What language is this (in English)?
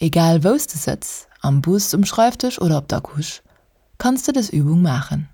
Luxembourgish